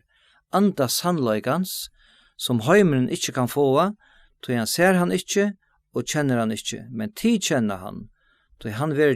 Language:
Faroese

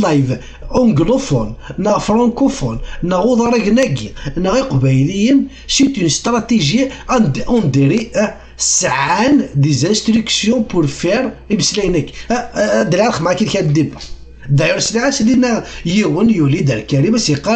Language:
Kabyle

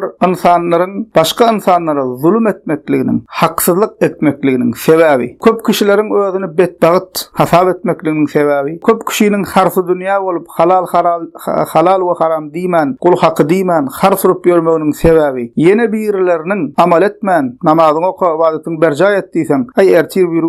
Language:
Turkmen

